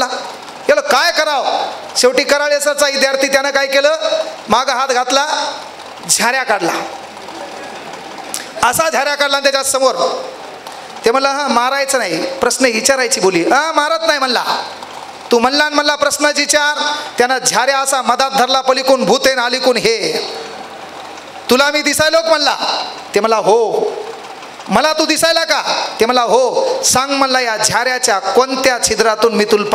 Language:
Marathi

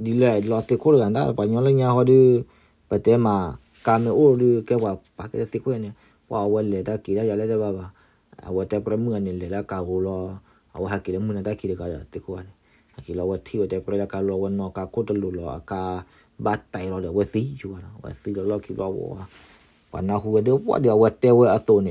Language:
S'gaw Karen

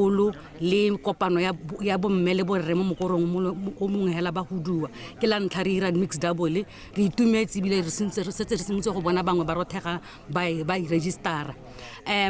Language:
Tswana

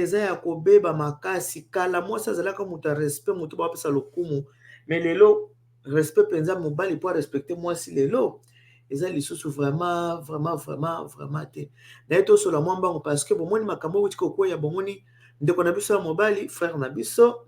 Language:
Lingala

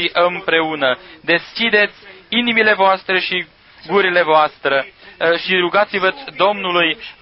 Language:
Romanian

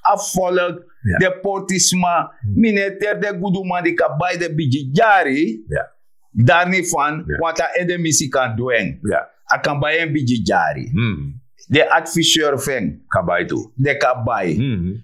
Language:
Sranan Tongo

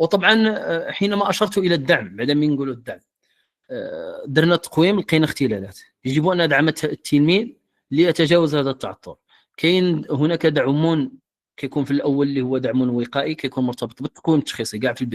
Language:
Moroccan Arabic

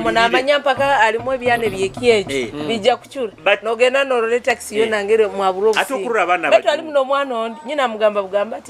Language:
Nyoro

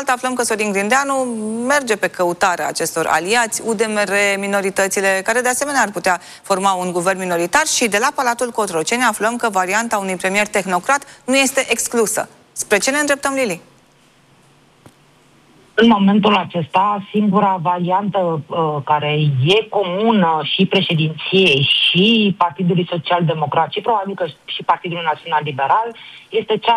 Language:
Romanian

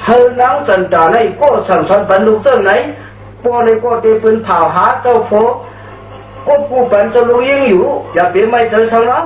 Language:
Shan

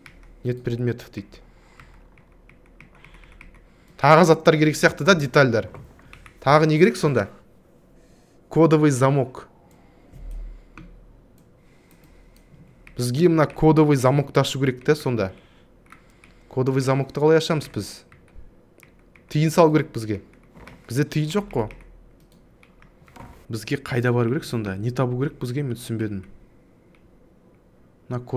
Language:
Kazakh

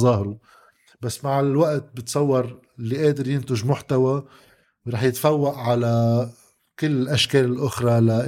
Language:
North Levantine Arabic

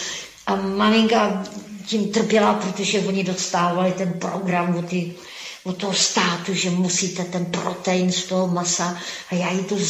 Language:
Czech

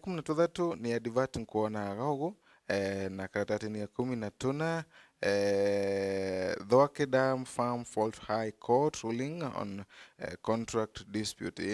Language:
Meru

